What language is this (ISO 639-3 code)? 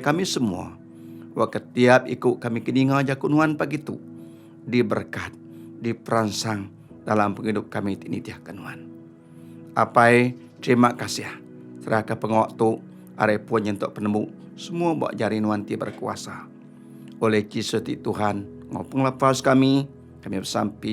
iba